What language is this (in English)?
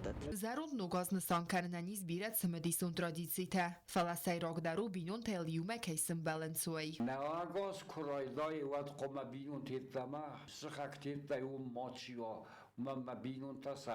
Ossetic